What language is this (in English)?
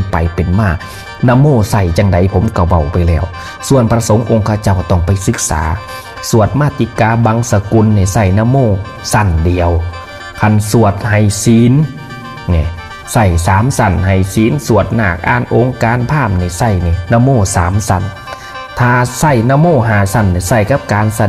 Northeastern Thai